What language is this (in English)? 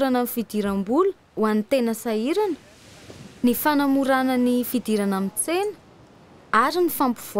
Malagasy